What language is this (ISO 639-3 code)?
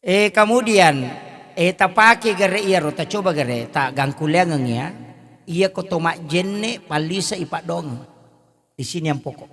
bug